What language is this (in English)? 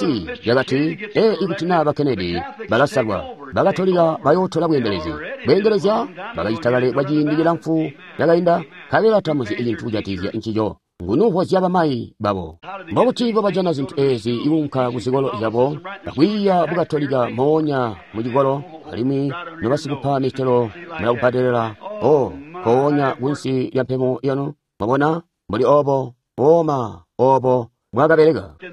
Tonga (Zambia)